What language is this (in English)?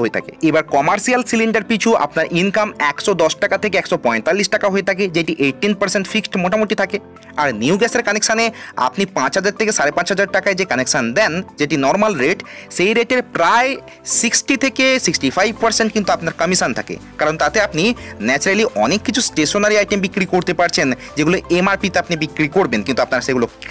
Bangla